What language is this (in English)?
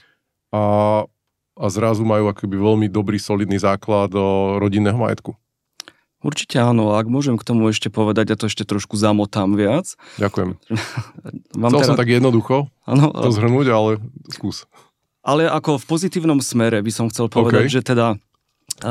Slovak